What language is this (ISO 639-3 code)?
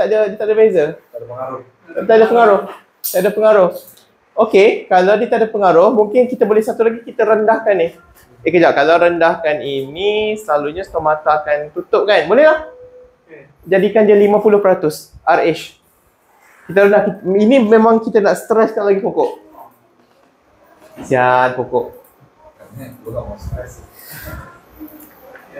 msa